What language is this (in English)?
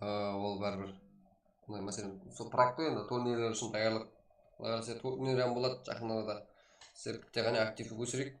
Kara-Kalpak